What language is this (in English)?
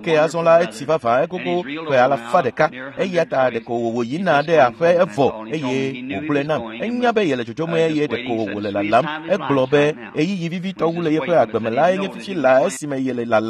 Ewe